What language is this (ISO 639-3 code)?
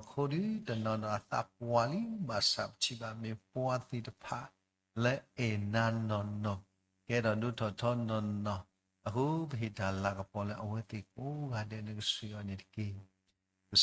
ksw